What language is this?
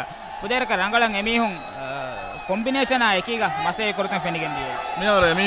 Divehi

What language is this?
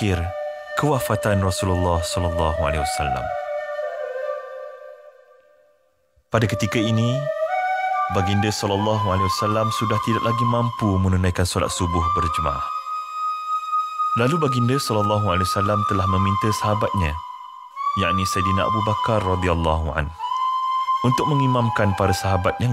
Malay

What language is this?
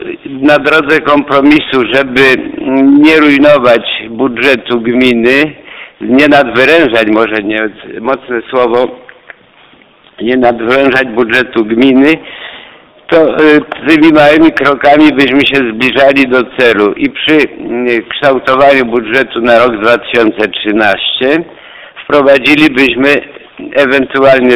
Polish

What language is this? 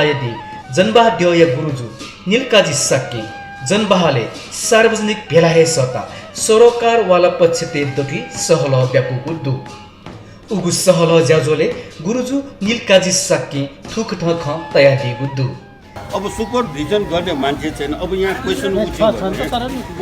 Newari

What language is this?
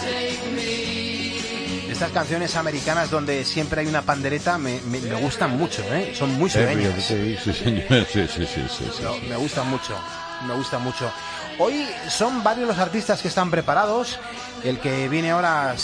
Spanish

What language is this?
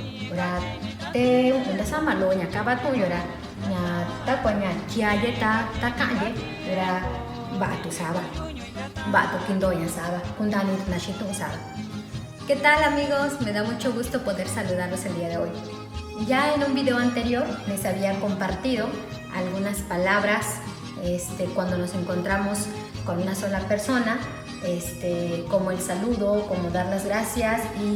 Metlatónoc Mixtec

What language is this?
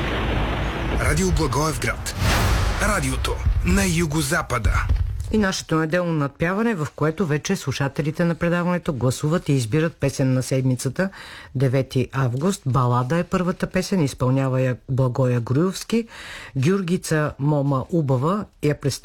Bulgarian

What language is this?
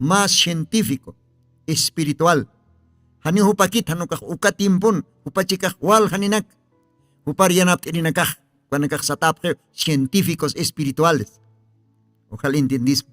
Aymara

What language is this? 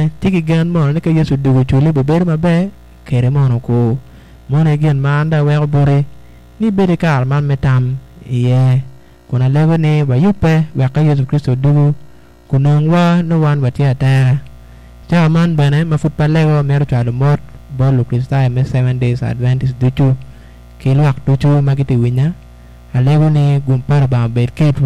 Acoli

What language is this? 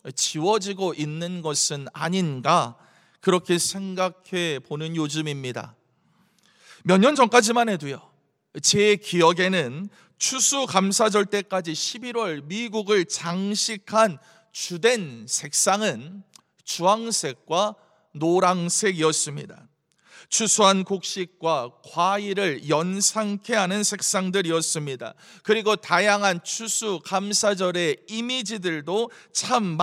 Korean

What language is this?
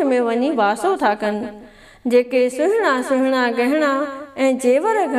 Sindhi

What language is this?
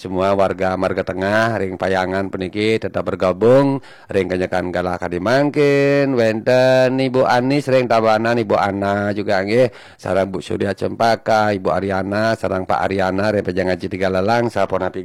Balinese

